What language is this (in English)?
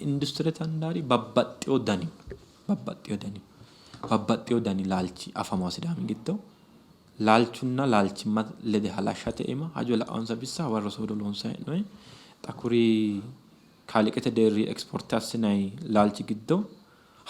Sidamo